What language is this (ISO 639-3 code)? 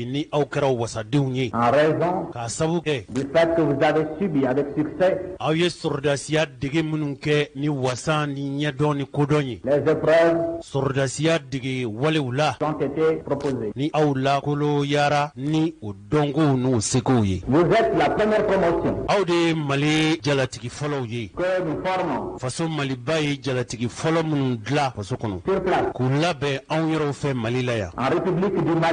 bam